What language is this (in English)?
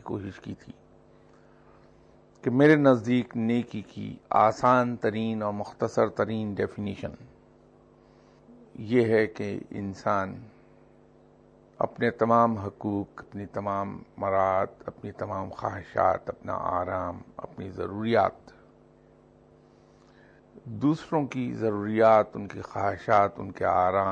Urdu